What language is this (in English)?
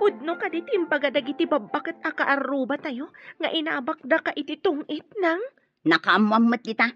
Iloko